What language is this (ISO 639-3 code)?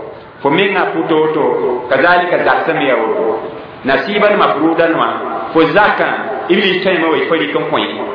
mos